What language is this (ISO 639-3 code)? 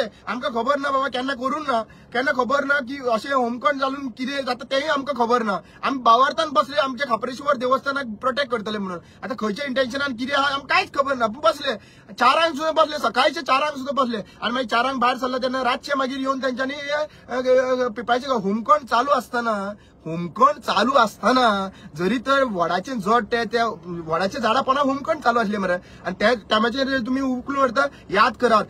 kok